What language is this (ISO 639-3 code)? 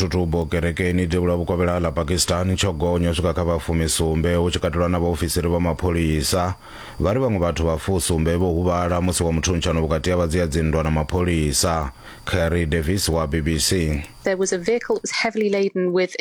ven